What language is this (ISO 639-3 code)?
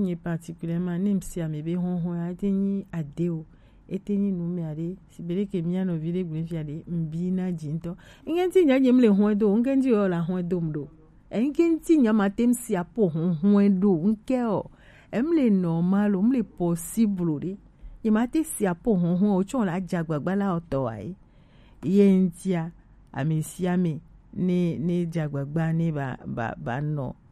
gej